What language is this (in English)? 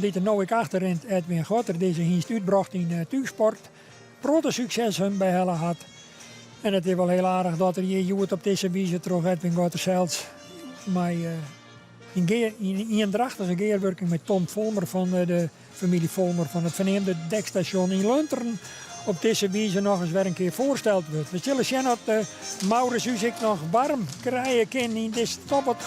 Western Frisian